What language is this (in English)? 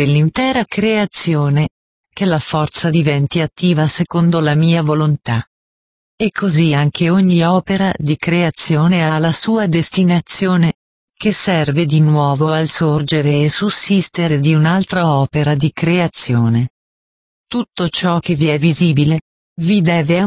Italian